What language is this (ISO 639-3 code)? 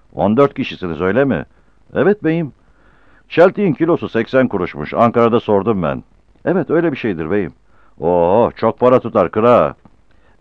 tur